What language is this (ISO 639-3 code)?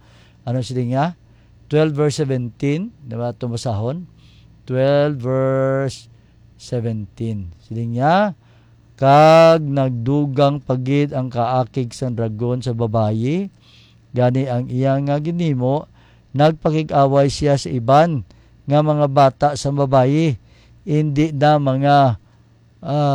hil